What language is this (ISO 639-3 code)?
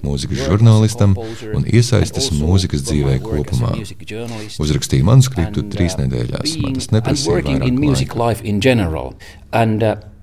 lav